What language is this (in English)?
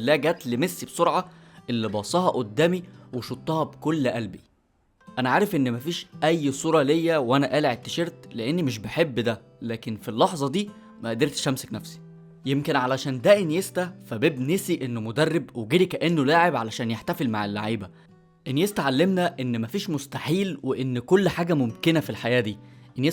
Egyptian Arabic